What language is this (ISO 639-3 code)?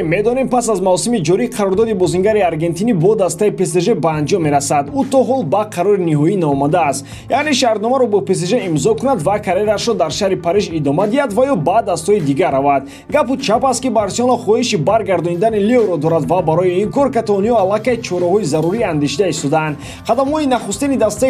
tgk